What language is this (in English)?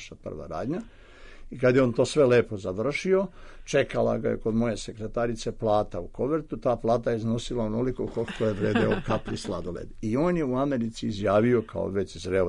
Serbian